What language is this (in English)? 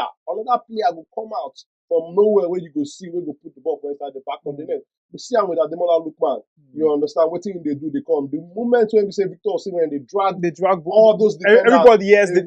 Nigerian Pidgin